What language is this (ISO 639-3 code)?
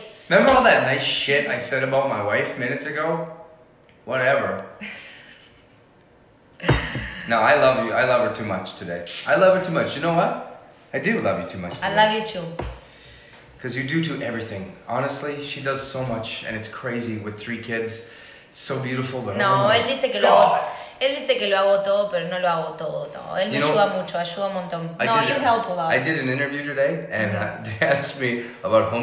eng